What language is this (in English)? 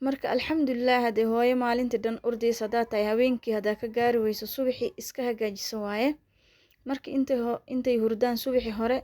Somali